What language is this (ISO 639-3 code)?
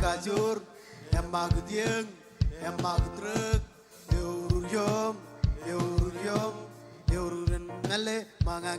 mah